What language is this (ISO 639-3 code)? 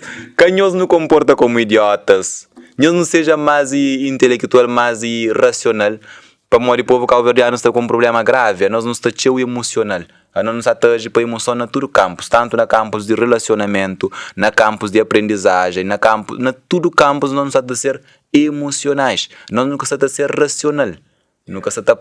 kea